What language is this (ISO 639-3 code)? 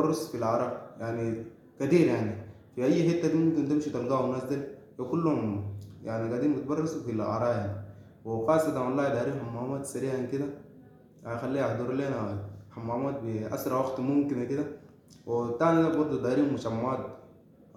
apd